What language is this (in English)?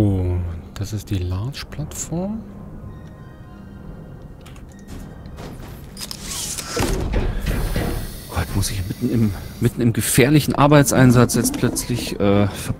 German